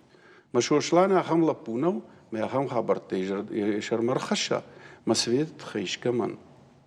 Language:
Ossetic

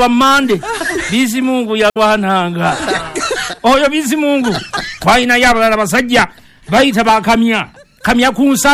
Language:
Ganda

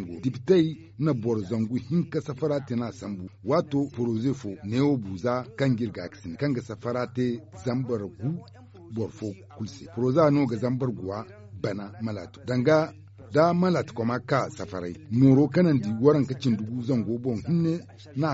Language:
Zarma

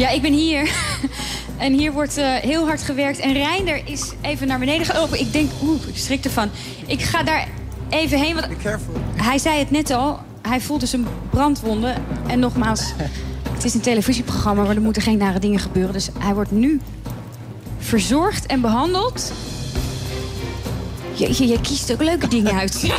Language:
Dutch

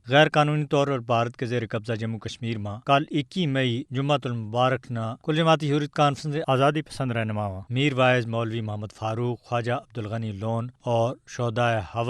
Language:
Gujari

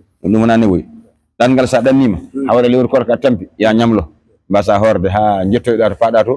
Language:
Fula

